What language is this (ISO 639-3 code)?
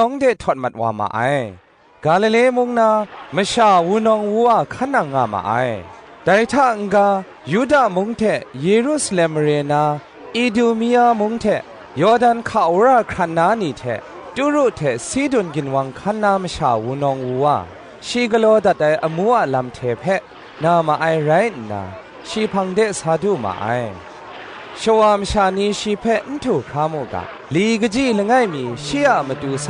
kac